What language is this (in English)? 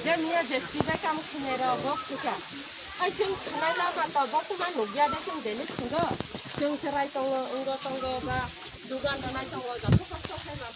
Kok Borok